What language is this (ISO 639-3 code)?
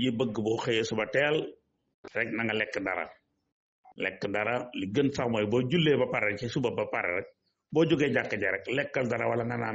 wol